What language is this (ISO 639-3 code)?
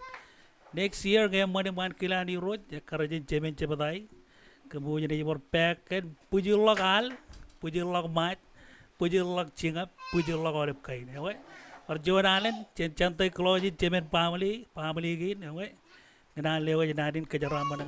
mah